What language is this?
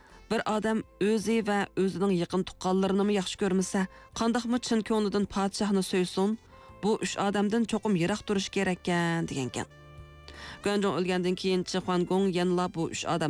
Uyghur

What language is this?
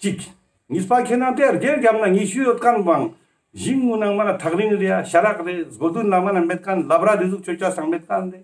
Ladakhi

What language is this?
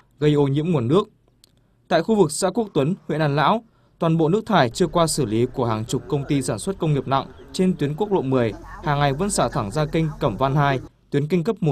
Vietnamese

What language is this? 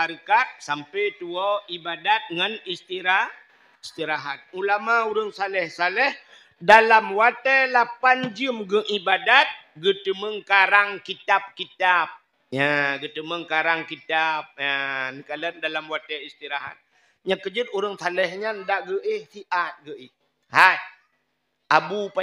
Achinese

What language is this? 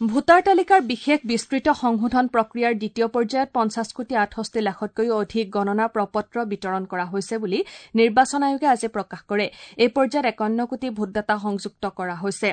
Assamese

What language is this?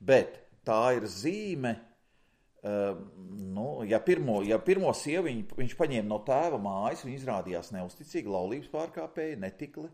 Latvian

